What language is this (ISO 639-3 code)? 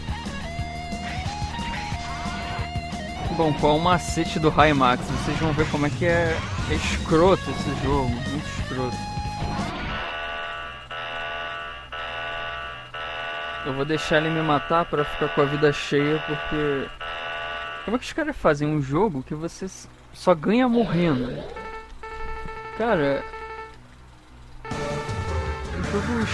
por